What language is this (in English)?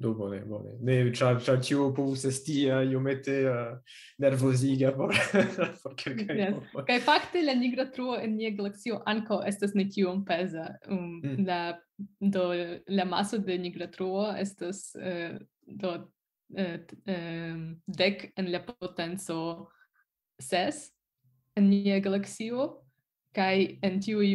Esperanto